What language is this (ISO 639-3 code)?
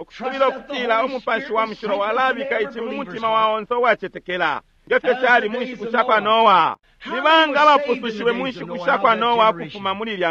bem